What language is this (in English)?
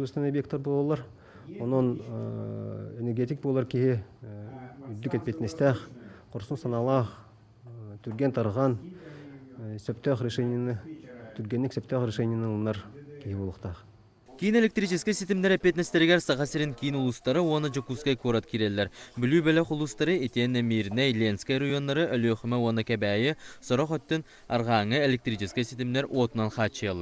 Yakut